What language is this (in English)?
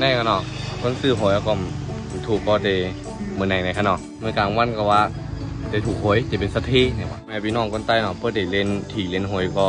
Shan